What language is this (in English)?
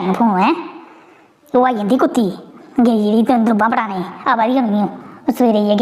Dogri